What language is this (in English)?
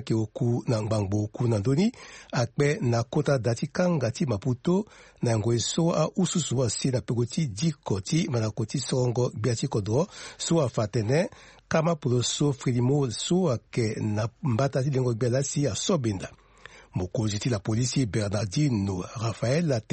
Sango